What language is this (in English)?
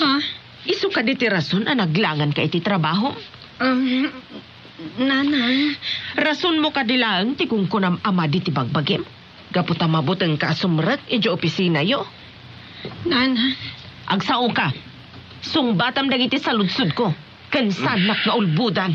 Iloko